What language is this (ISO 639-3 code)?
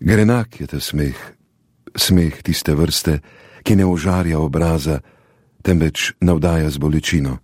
slv